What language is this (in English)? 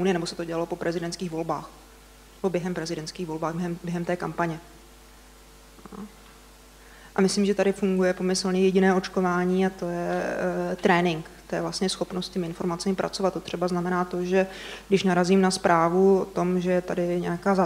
Czech